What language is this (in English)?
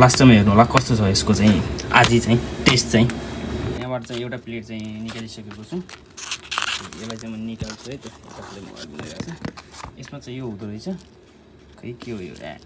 Nepali